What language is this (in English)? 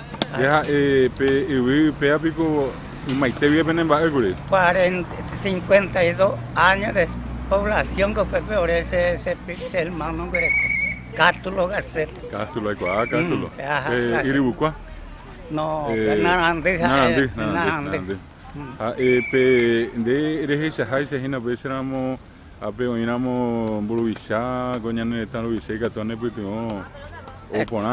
Guarani